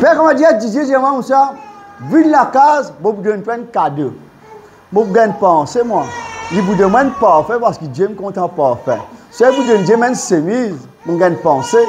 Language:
Morisyen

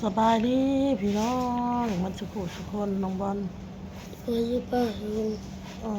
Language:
Northeastern Thai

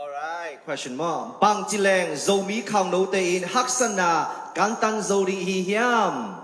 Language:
Tedim Chin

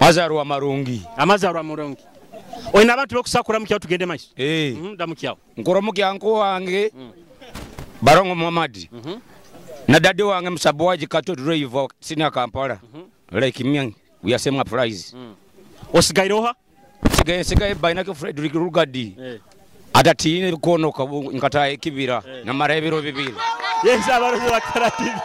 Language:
Nyoro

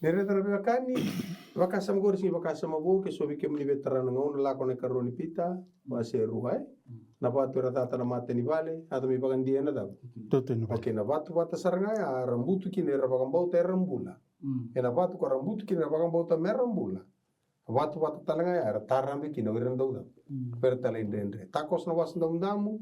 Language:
Fijian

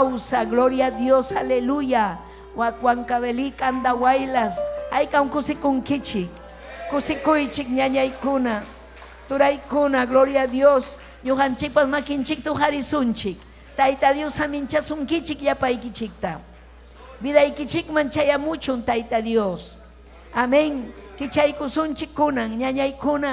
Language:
Ayacucho Quechua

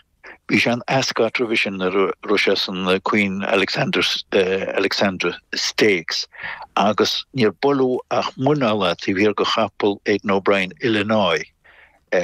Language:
Irish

